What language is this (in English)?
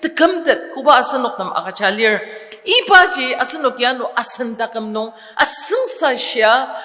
Ao Naga